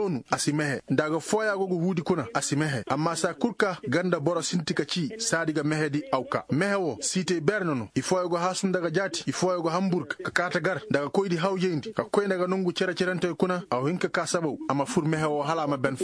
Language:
Koyraboro Senni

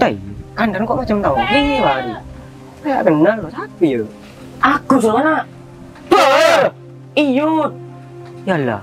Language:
Madurese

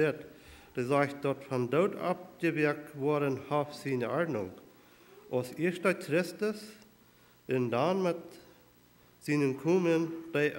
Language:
Plautdietsch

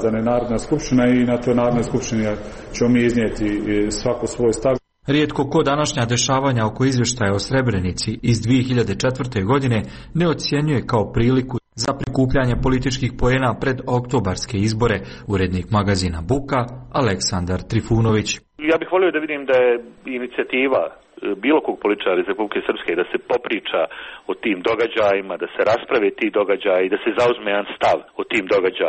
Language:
Serbian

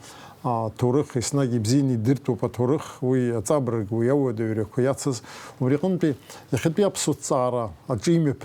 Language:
Abkhazian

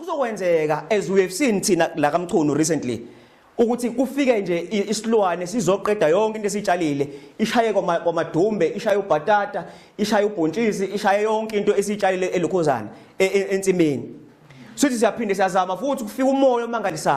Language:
Zulu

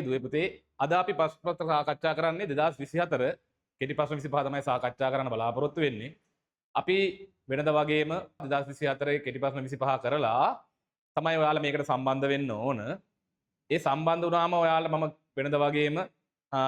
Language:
Sinhala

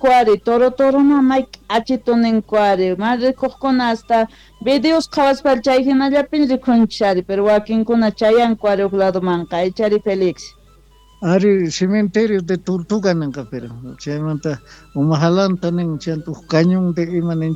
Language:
Quechua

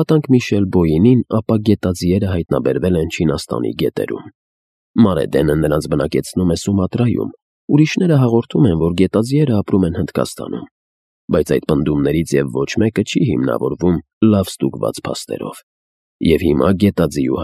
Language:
Armenian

